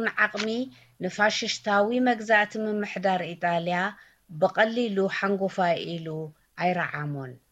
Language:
Tigrinya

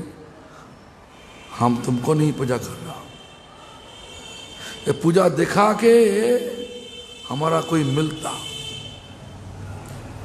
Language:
Hindi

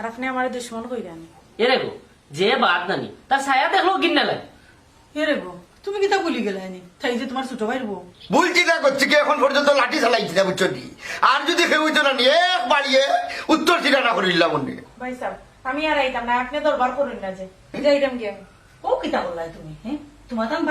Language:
Sylheti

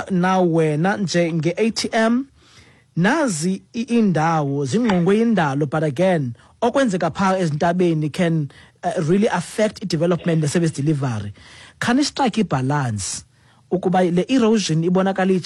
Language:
Xhosa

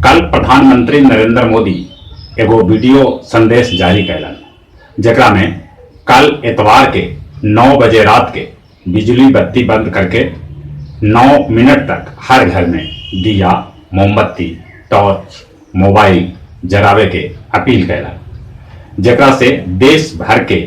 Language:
Magahi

